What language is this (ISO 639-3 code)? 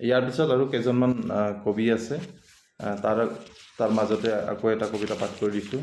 asm